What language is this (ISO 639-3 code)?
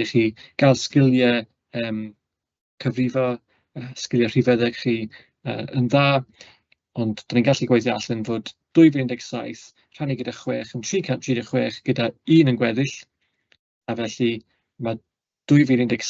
cym